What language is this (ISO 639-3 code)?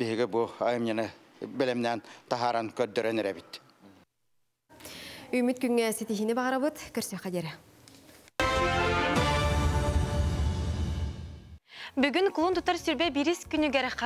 sah